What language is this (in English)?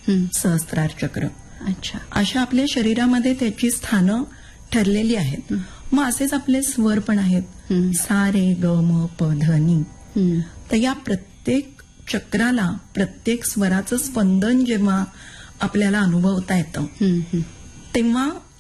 Marathi